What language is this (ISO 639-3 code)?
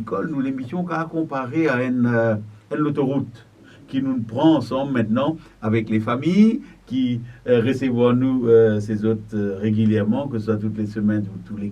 mfe